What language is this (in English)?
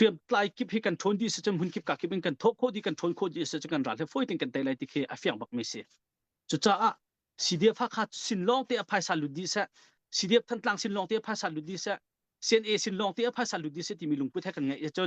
Hakha Chin